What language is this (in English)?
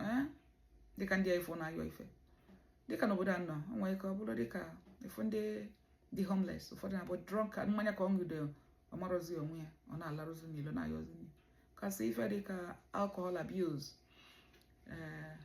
Igbo